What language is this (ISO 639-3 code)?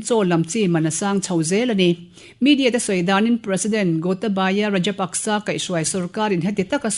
lus